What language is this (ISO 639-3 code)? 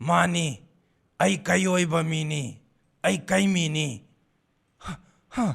mni